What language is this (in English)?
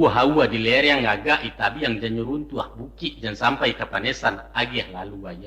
Minangkabau